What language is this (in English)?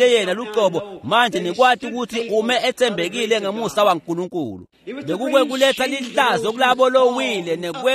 Swati